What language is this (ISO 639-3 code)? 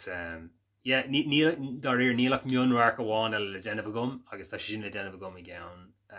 gle